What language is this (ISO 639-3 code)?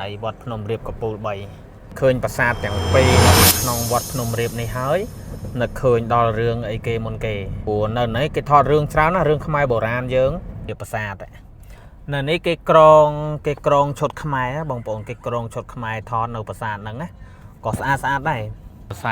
khm